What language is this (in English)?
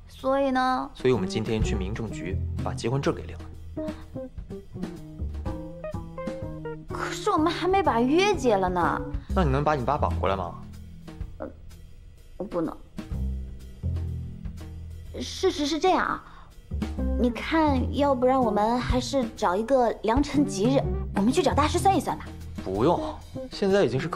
Chinese